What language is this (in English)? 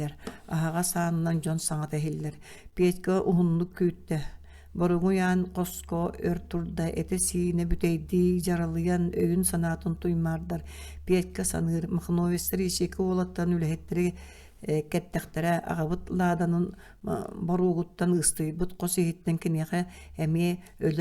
Yakut